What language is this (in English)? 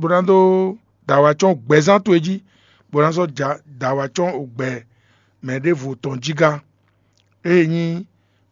Fon